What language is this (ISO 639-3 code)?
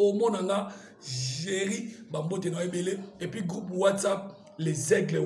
lin